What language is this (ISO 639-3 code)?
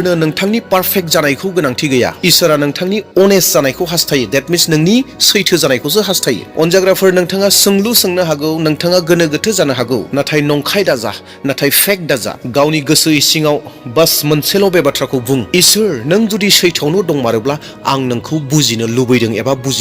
brx